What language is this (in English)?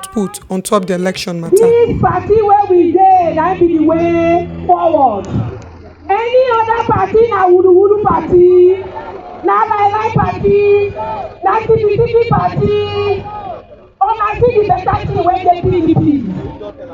Nigerian Pidgin